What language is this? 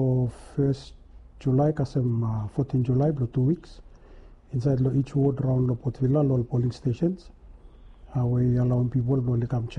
Bislama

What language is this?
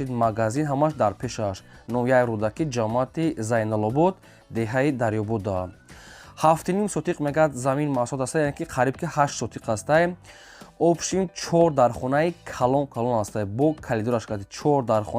Tajik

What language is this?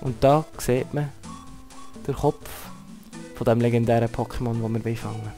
Swiss German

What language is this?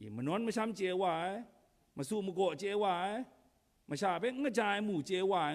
Kachin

